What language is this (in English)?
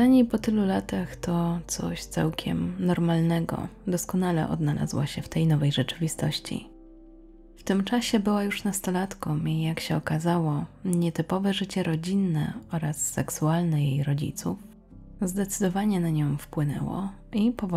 Polish